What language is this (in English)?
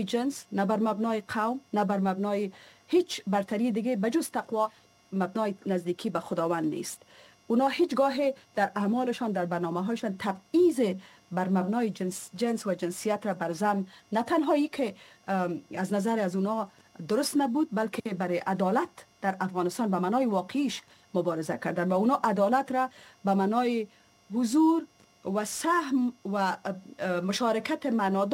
Persian